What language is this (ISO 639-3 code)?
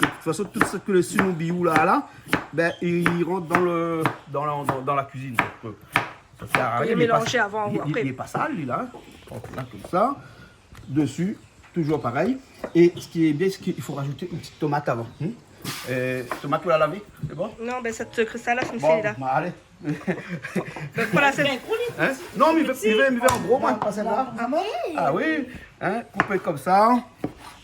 rcf